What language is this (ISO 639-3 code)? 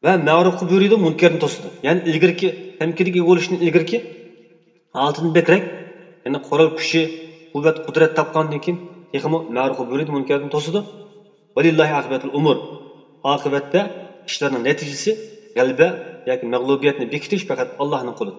uig